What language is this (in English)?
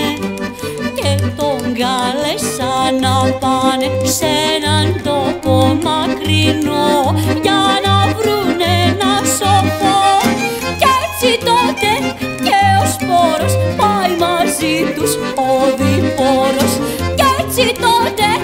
Greek